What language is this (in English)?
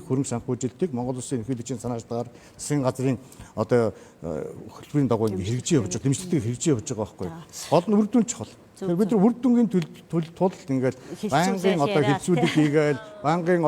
Mongolian